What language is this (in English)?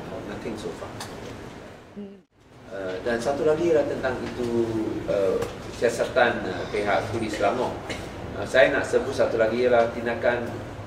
Malay